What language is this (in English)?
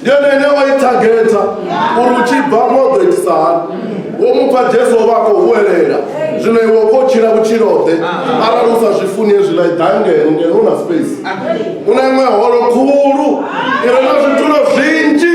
Venda